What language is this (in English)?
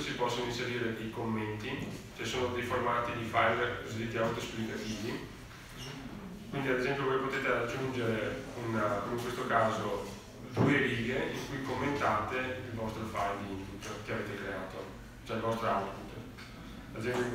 Italian